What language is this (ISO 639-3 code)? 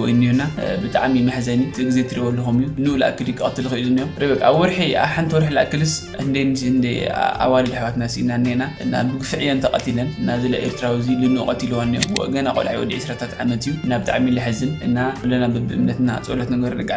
tir